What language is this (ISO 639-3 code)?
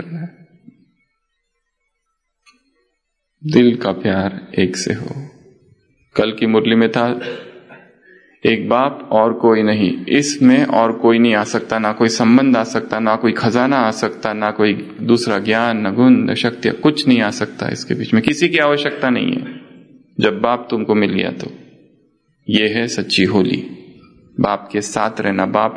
hin